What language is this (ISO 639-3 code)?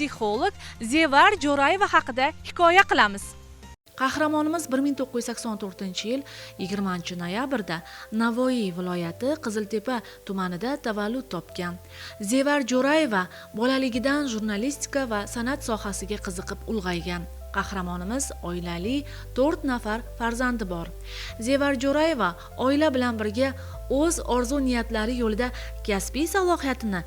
uzb